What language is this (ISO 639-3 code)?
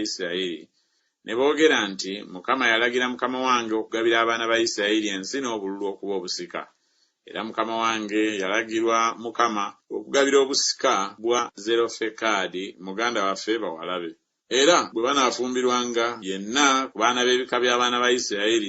lug